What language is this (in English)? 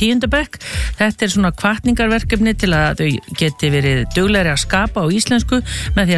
Icelandic